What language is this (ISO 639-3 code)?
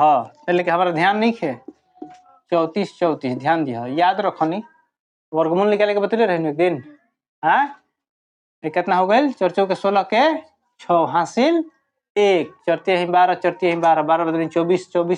bho